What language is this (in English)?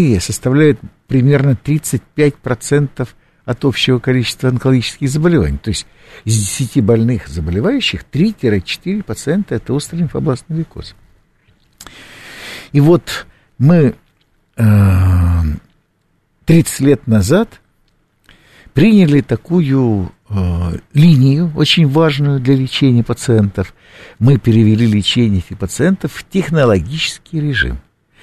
Russian